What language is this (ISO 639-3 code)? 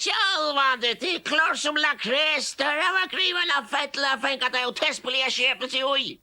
fao